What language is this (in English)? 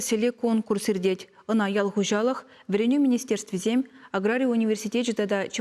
Chuvash